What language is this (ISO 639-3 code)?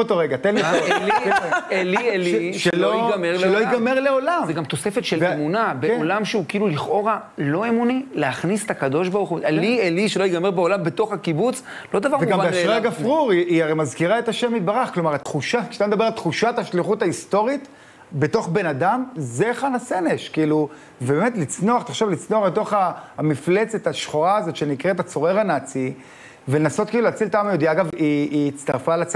heb